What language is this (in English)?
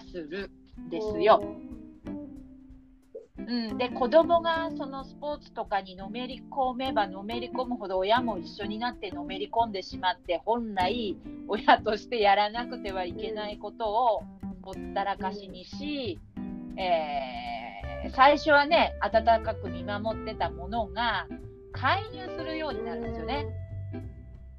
Japanese